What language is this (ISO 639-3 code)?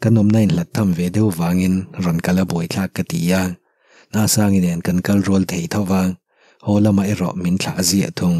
lus